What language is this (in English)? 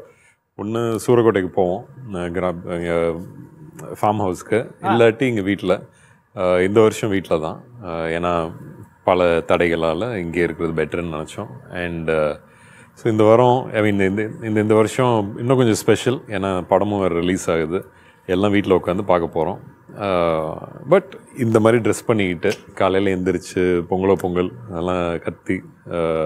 Tamil